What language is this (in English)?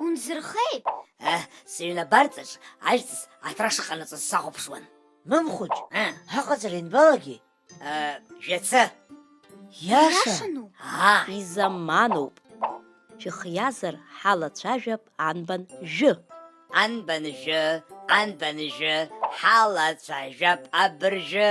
Abkhazian